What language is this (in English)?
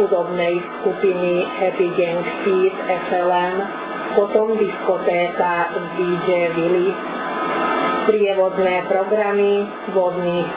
Slovak